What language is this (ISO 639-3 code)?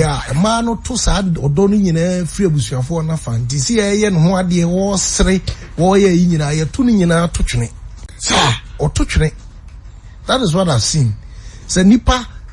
aka